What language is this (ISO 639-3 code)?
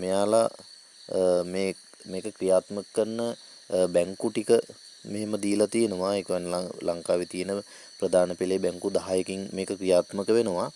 sin